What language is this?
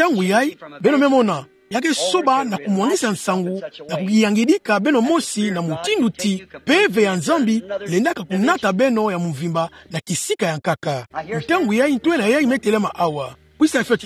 Kituba (Democratic Republic of Congo)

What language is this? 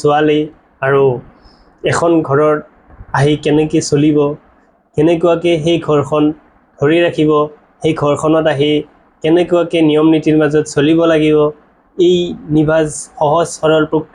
Assamese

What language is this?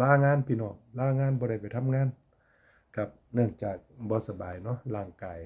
Northeastern Thai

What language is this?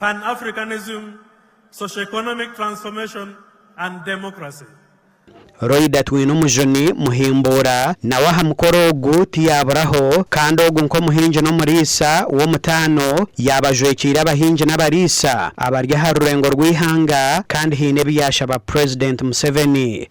Nyankole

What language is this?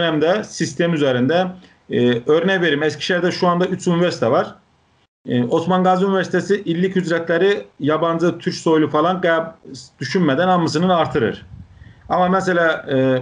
South Azerbaijani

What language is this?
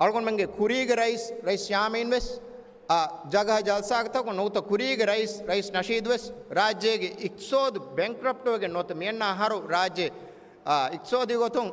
Divehi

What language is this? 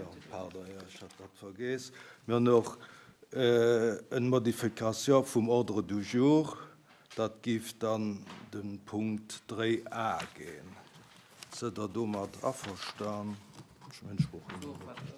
Luxembourgish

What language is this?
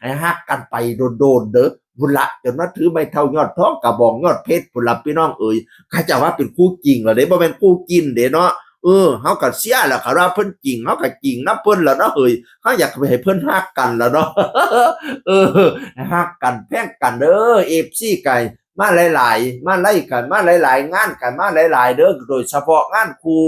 Northeastern Thai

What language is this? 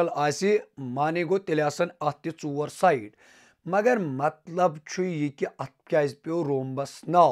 Kashmiri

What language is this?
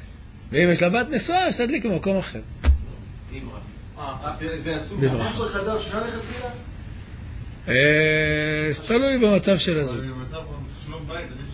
Hebrew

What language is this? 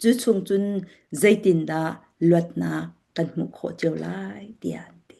Falam Chin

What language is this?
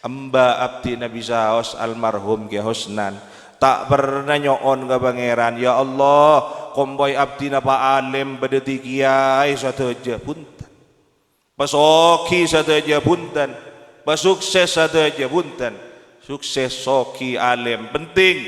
Madurese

